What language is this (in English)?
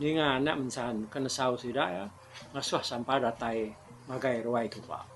Iban